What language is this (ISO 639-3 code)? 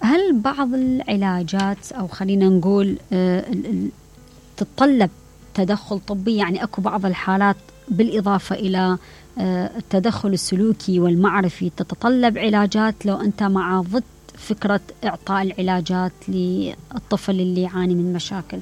acm